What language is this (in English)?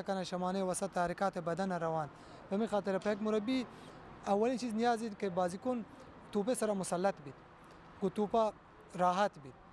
Baluchi